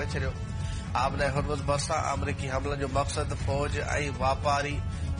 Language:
Urdu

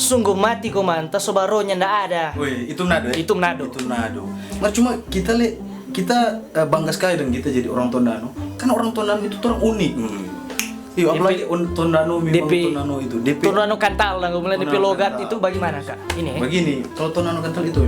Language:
Manado Malay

